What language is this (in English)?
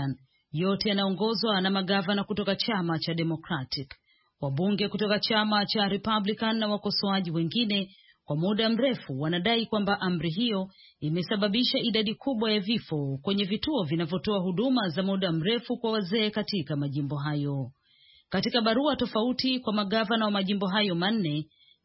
Swahili